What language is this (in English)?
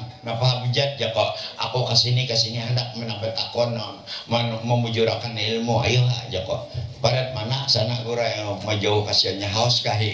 Banjar